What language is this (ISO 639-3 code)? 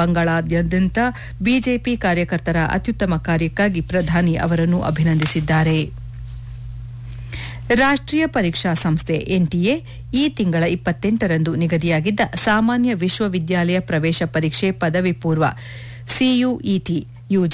kan